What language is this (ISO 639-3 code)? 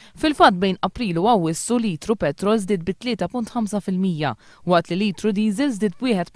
mlt